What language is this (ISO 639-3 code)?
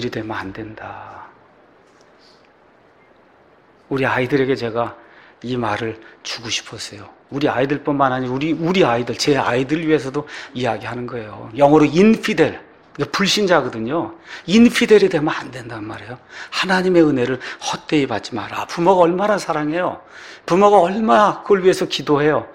kor